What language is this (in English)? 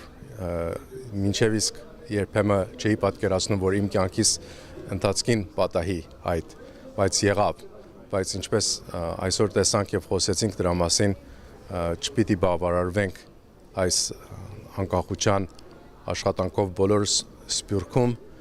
Western Armenian